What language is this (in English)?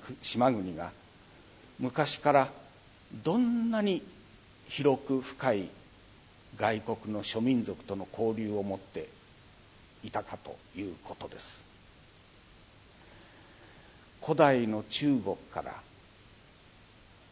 Japanese